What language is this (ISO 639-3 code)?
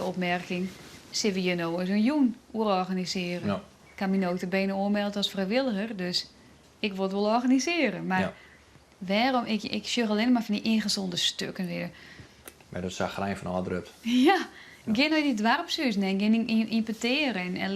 fry